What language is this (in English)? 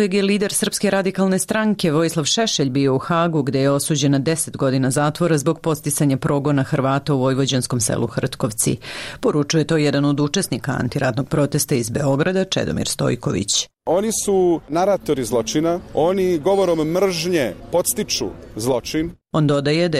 Serbian